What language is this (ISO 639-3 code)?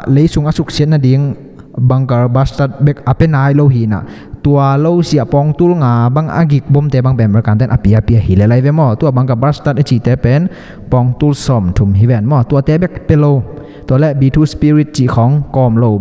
ctd